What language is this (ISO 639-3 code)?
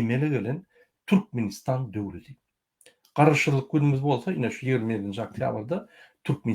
tuk